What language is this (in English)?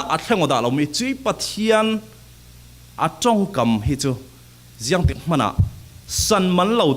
Falam Chin